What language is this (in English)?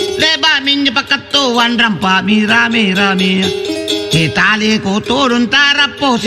Makasar